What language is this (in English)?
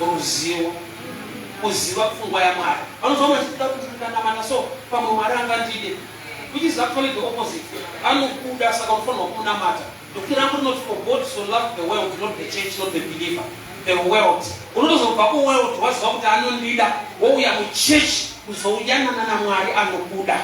Shona